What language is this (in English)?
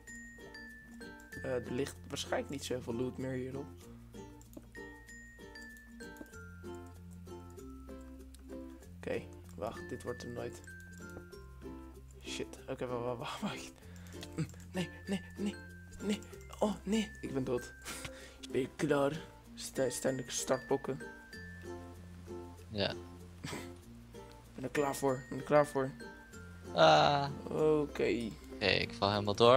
Dutch